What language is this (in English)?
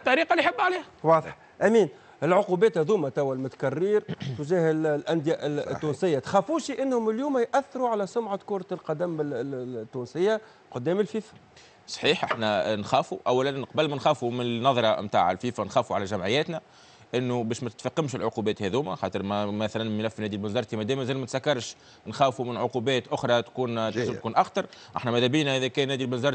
Tunisian Arabic